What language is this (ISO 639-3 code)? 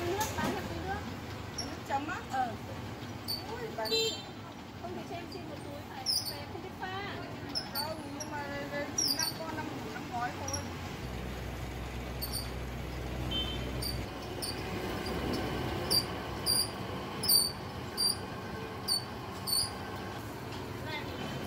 vie